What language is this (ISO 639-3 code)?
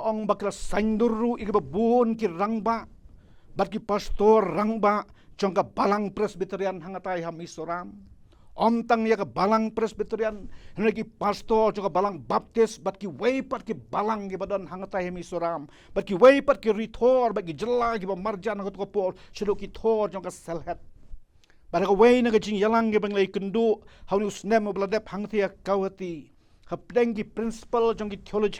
kha